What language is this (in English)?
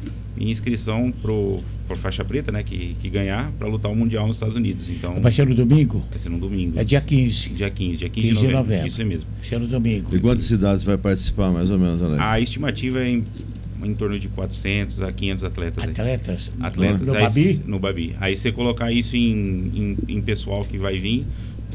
Portuguese